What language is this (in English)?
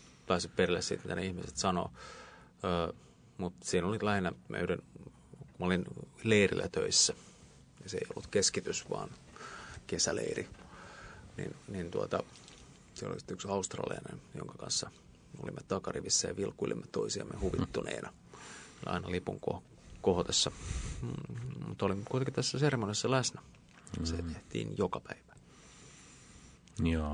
Finnish